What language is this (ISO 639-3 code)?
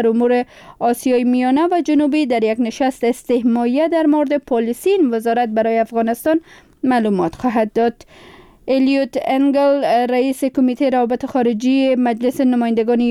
fas